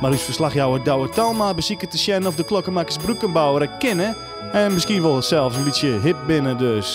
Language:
Western Frisian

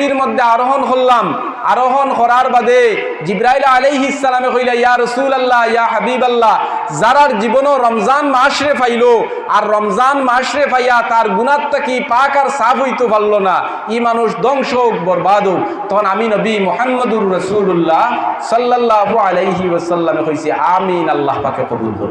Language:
Sylheti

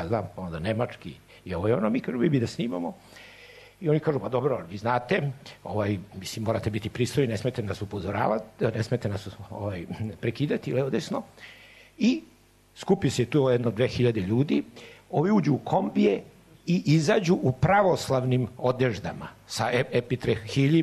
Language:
Serbian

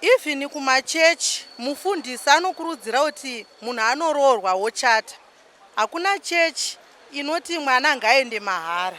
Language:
Shona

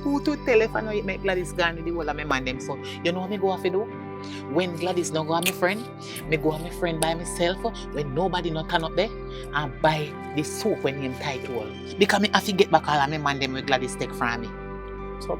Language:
Jamaican Creole English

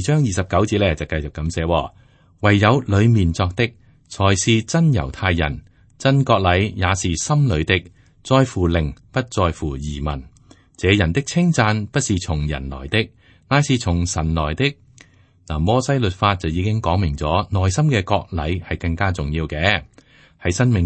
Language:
Cantonese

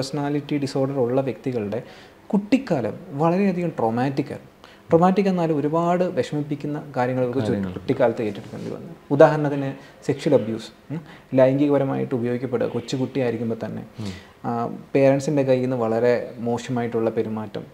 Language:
Malayalam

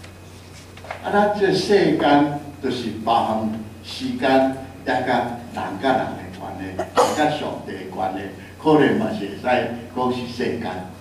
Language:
Min Nan Chinese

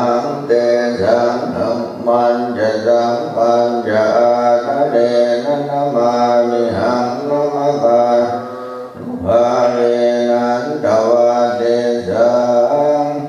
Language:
Pali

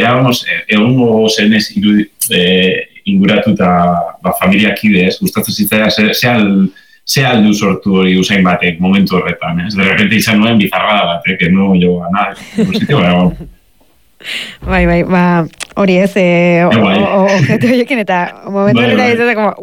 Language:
Basque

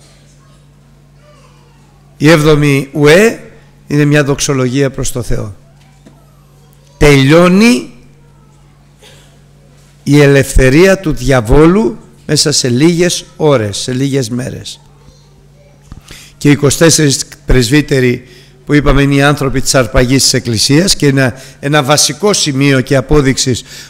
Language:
Greek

